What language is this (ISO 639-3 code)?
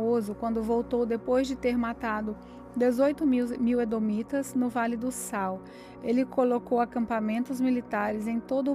por